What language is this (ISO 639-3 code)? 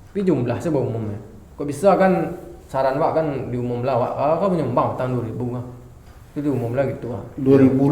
min